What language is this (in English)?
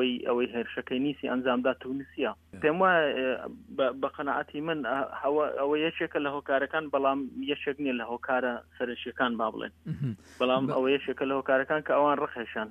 Central Kurdish